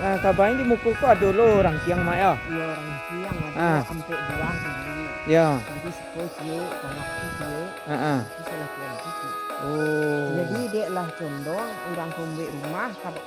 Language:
Minangkabau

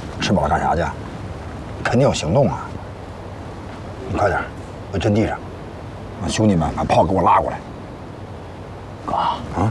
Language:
Chinese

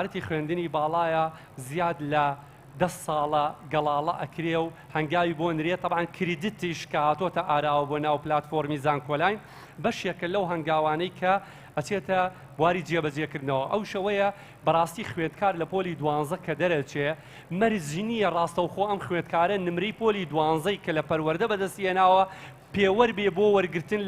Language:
Central Kurdish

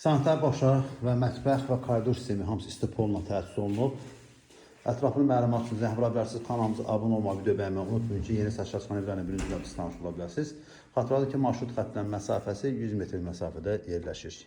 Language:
Azerbaijani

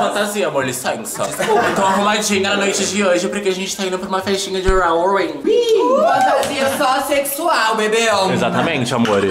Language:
Portuguese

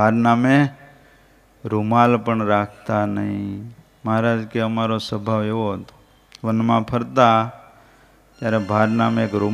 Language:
Gujarati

